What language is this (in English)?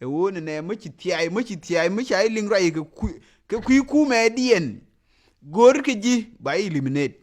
Nuer